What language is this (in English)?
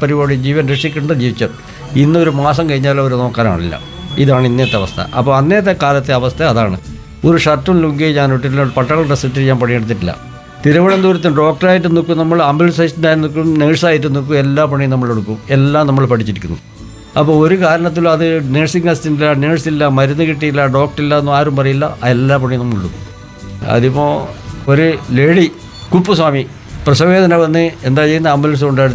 Malayalam